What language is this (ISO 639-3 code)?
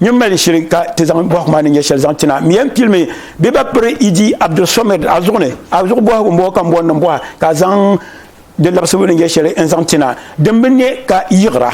dag